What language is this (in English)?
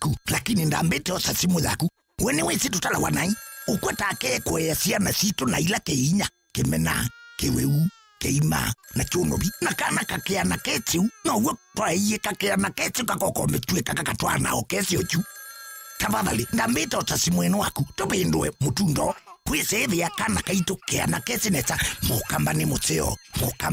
Kamba